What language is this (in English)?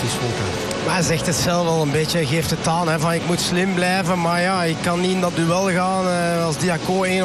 Dutch